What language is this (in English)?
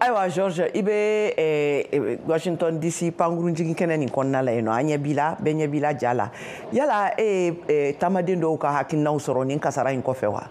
Bambara